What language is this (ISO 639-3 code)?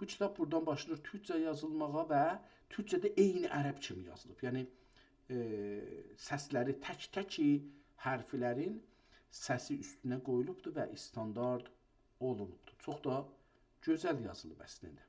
azb